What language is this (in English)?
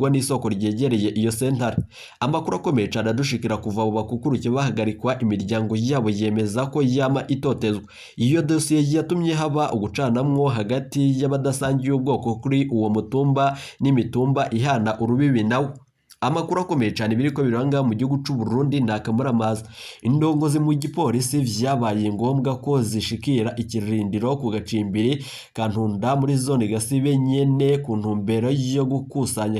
Rundi